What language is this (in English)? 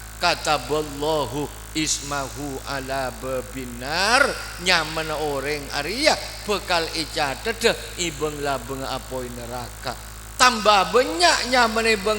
Madurese